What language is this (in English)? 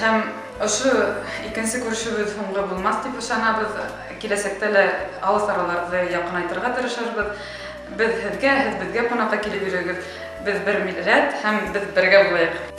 Bashkir